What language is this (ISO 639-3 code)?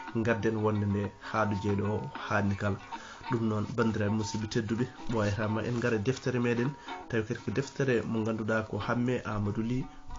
ful